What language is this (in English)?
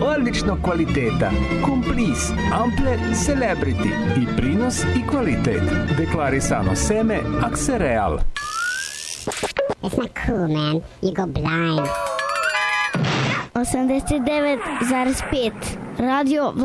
Serbian